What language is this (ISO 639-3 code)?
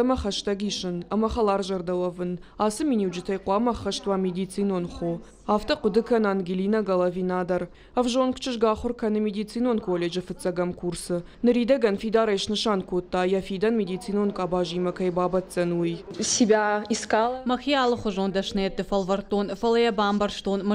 oss